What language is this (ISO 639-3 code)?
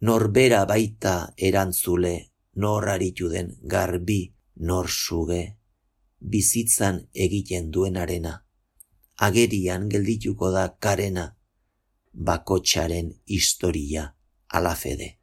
eus